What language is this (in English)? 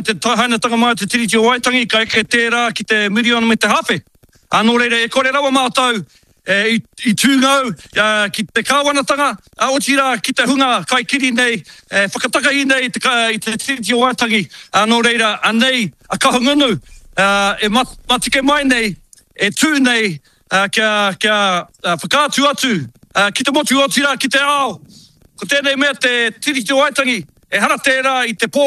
Māori